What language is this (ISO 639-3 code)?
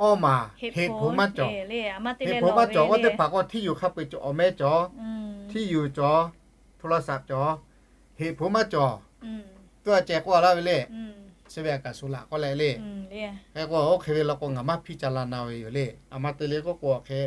lhu